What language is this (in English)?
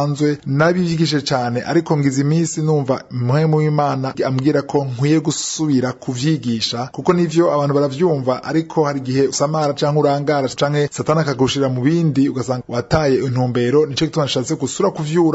Rundi